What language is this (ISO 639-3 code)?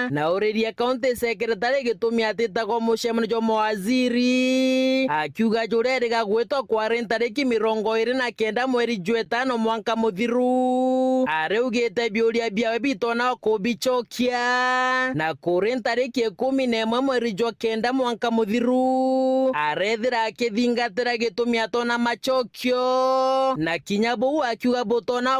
mer